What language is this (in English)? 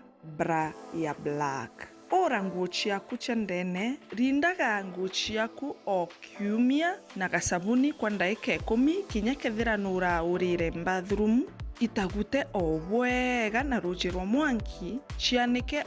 Meru